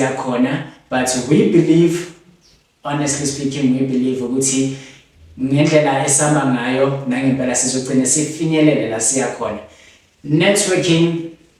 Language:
Zulu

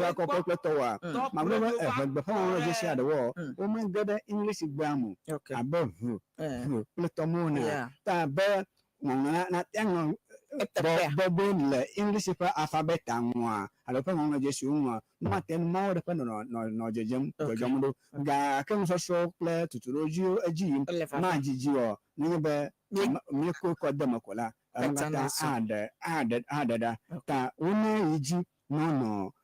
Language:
Ewe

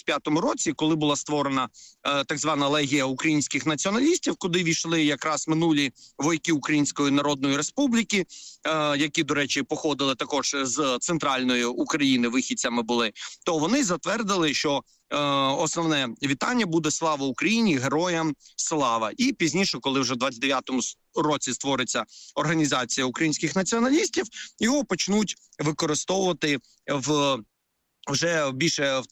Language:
Ukrainian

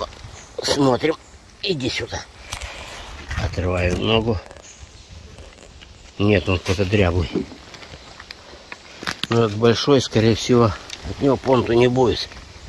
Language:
Russian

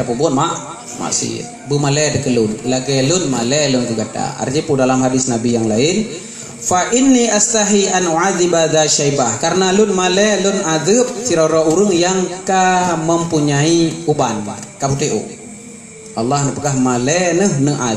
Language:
Achinese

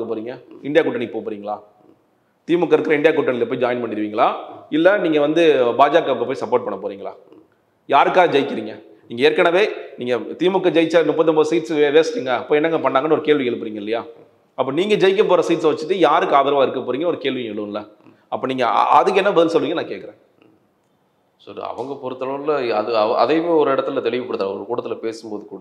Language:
Tamil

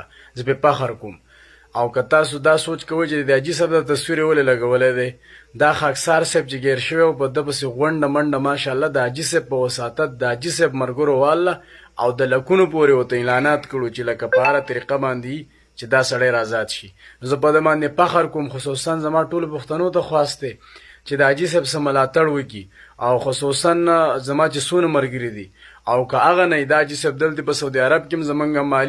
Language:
Pashto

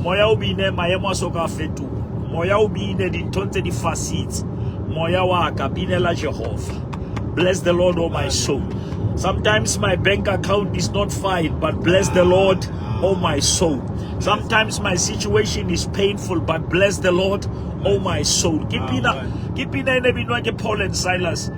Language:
Southern Sotho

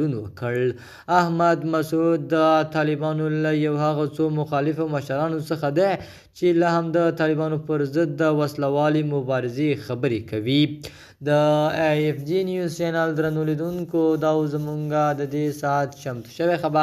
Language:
Pashto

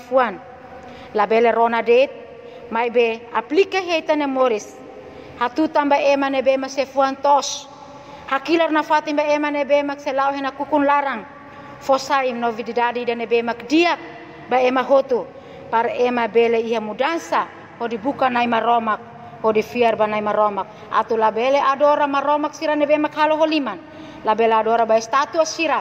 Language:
Tetum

